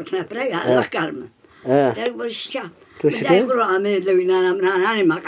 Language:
Zaza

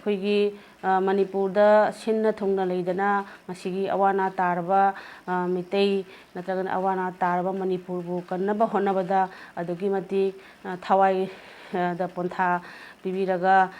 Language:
Manipuri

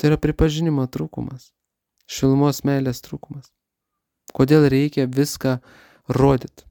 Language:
Lithuanian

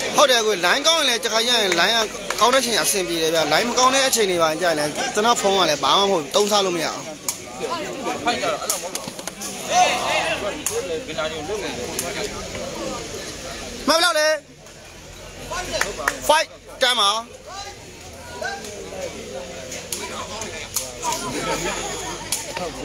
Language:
Burmese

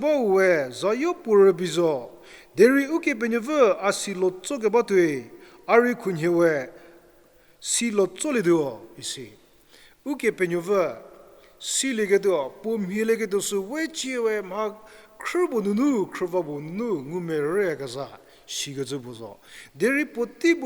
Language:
Angami Naga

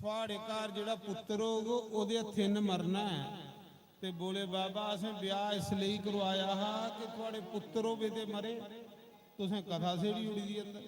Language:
Dogri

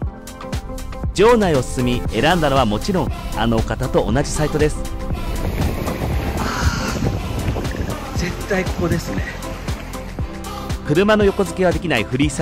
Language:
Japanese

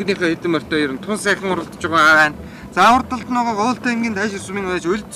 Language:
Mongolian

